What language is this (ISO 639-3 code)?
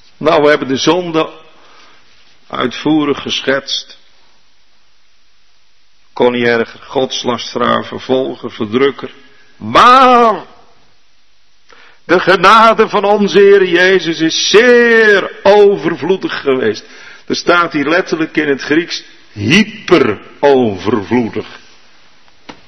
nld